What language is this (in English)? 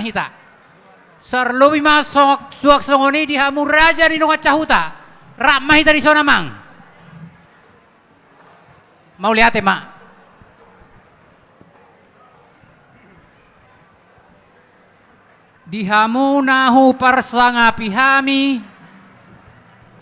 Batak Toba